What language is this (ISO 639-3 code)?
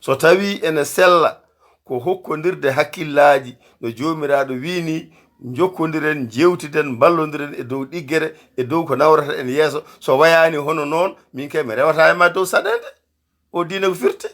ful